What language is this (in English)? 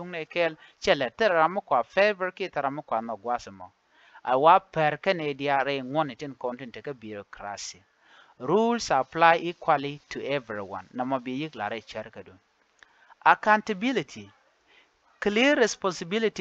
Nuer